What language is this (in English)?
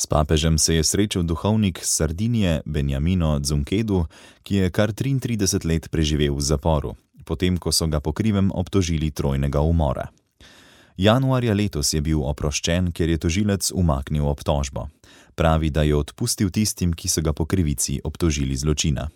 Slovenian